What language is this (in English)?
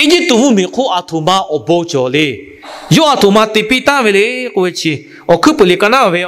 Lahu